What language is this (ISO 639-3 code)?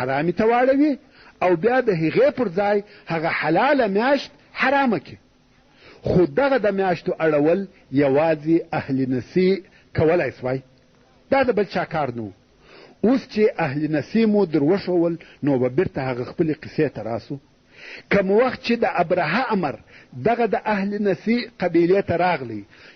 pus